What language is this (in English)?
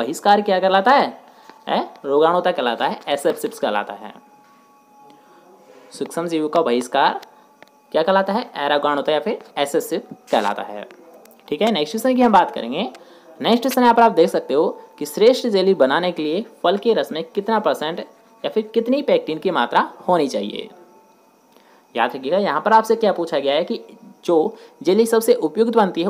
Hindi